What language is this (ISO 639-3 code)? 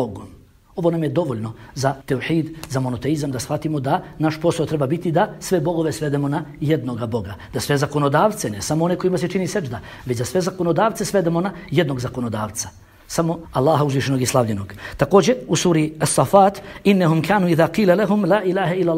bos